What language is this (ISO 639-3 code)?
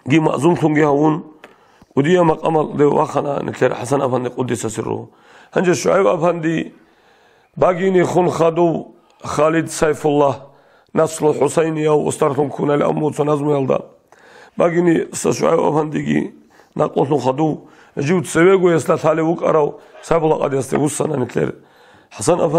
ava